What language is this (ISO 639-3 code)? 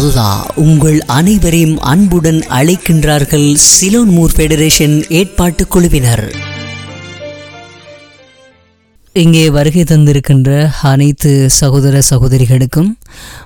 tam